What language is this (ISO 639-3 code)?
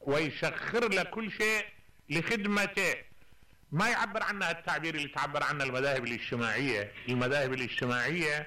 acm